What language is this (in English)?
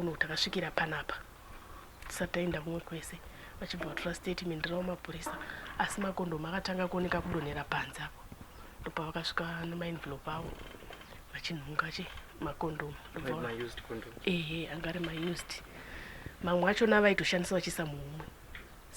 Shona